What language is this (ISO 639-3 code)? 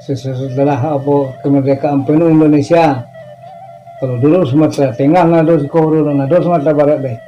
min